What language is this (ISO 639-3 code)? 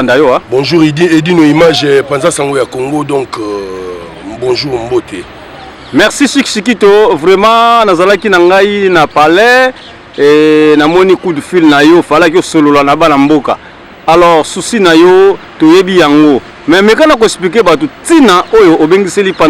lin